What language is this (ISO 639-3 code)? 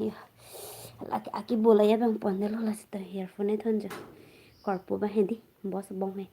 mjw